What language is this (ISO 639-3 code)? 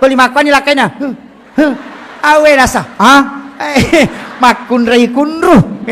bug